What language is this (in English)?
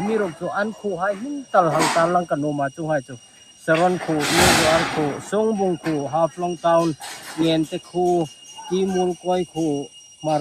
Hmar